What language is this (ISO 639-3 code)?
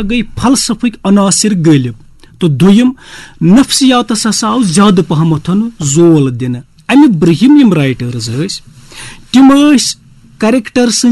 kas